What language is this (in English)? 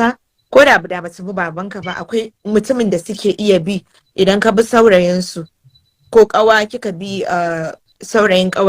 Hausa